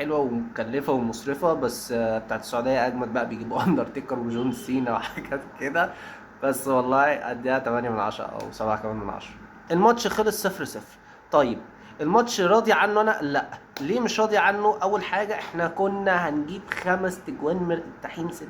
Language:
Egyptian Arabic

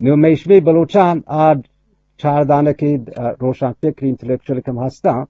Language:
Eastern Balochi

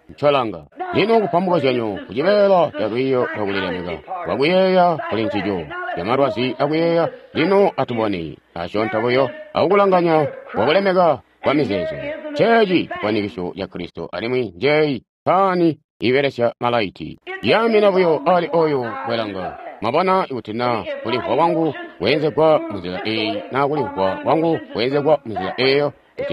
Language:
Tonga (Zambia)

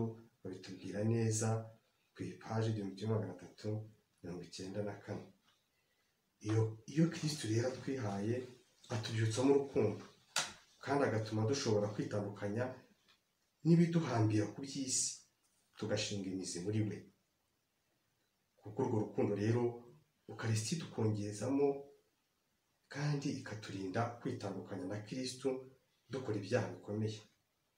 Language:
Kinyarwanda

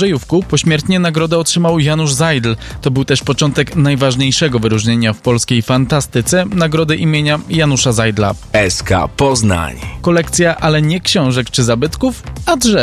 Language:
Polish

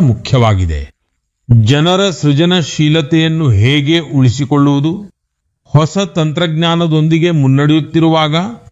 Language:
Kannada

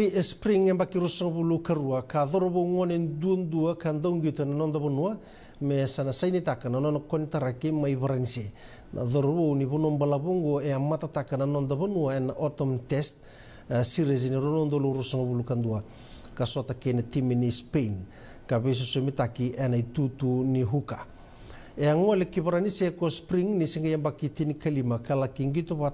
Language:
Fijian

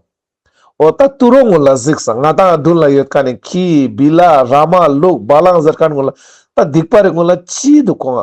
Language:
Ladakhi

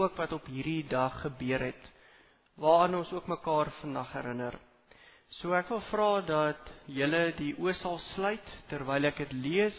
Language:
Afrikaans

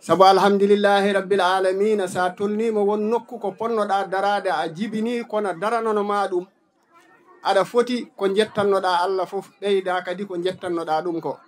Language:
Fula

